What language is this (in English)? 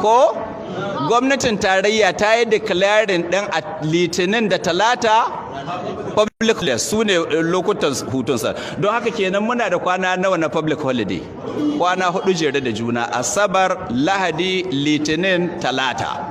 Hausa